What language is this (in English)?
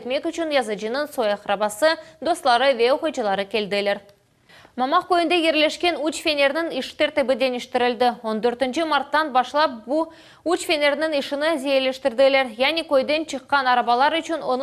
Crimean Tatar